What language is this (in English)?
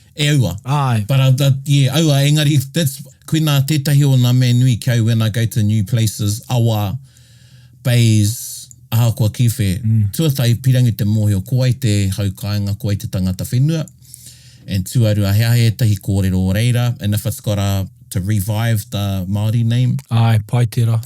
Māori